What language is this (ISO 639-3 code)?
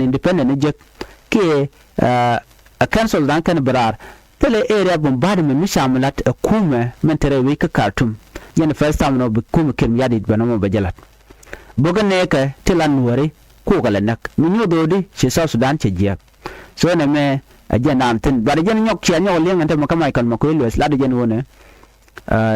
nus